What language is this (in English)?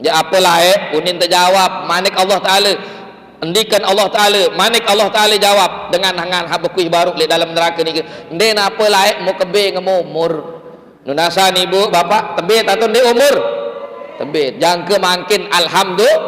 Sasak